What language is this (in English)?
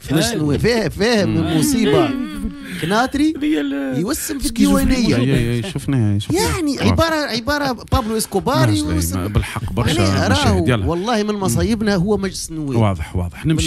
Tunisian Arabic